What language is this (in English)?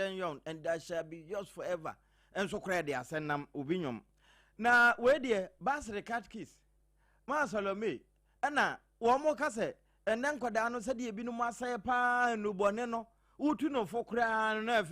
Akan